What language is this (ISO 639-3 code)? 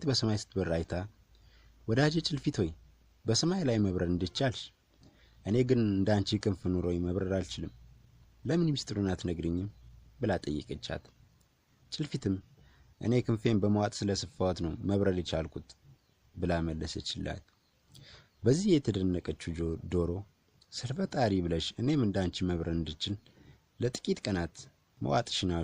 amh